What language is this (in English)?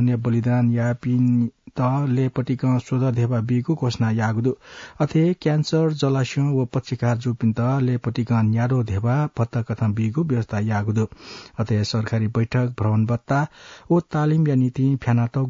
Newari